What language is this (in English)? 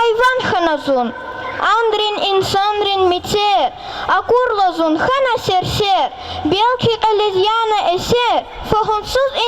Lezghian